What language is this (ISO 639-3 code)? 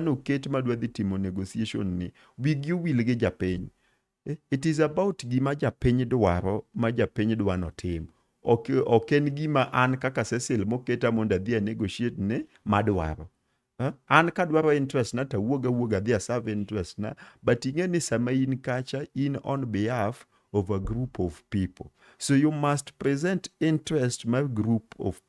luo